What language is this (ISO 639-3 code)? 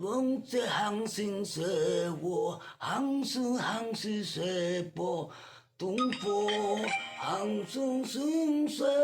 jav